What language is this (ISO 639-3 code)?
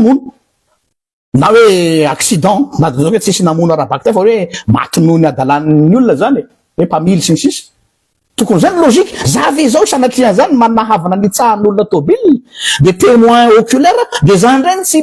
mlg